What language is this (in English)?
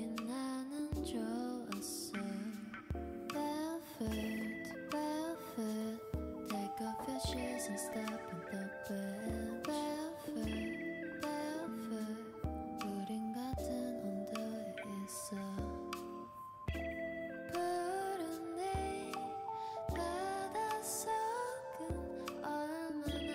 Korean